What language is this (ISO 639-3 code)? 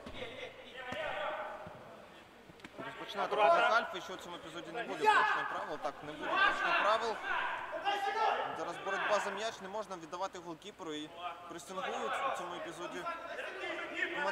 ukr